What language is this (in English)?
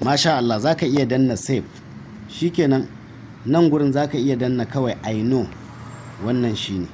Hausa